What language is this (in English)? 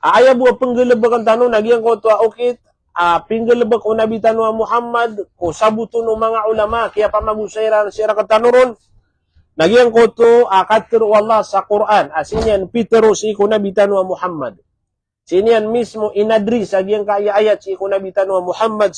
Maranao